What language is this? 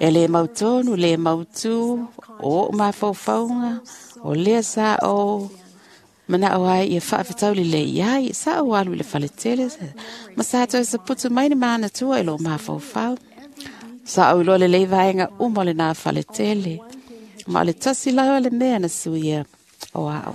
Samoan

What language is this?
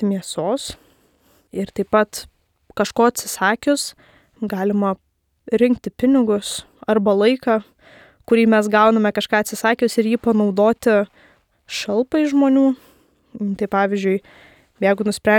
Lithuanian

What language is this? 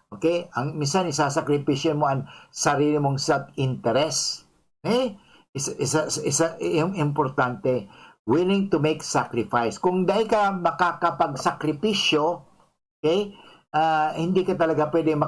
Bikol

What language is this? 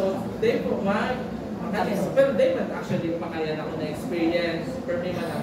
Bikol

